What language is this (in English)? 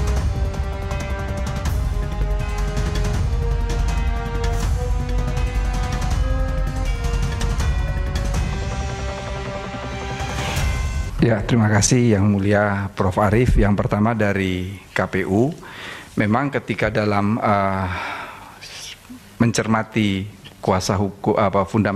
Indonesian